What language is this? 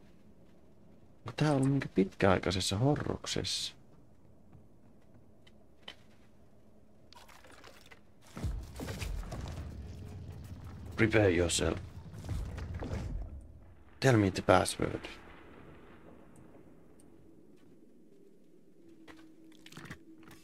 Finnish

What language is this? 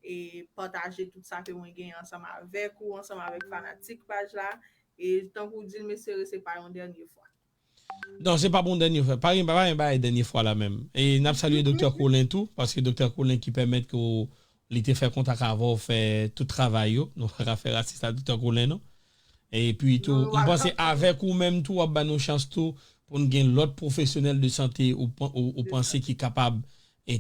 Haitian Creole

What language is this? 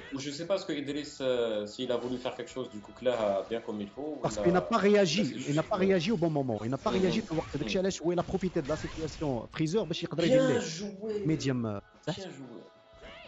French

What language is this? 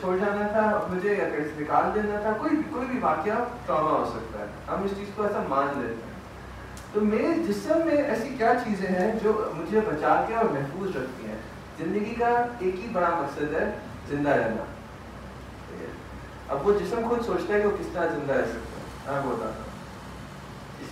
Urdu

